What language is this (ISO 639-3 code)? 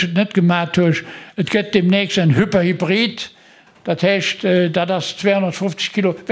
ltz